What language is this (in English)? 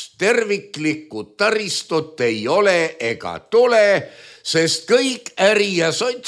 Estonian